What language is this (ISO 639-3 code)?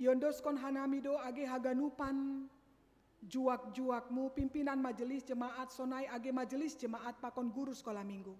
bts